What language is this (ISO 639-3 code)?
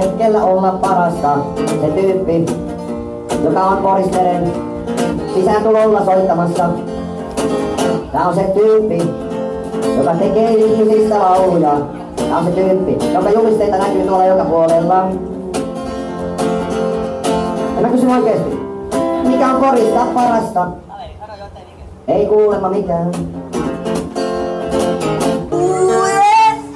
fin